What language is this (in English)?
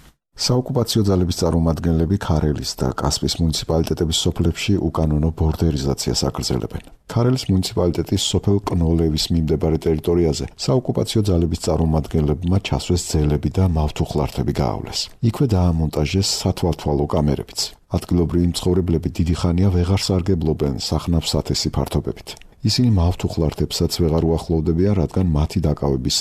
Georgian